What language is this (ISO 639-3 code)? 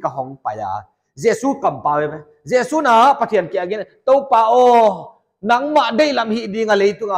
pck